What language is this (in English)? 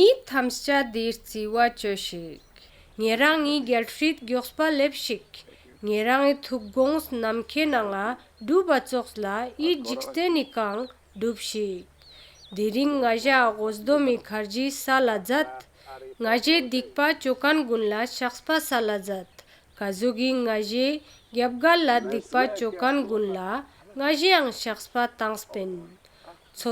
Ladakhi